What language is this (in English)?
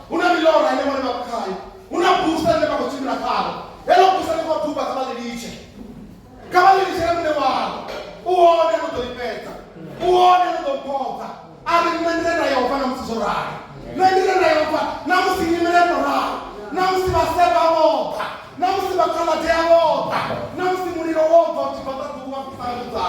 Venda